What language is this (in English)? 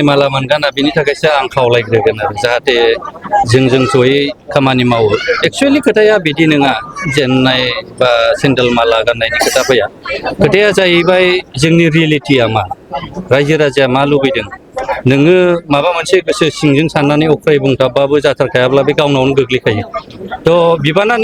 Bodo